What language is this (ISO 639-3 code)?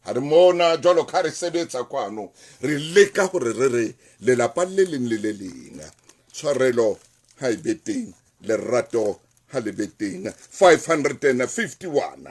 sot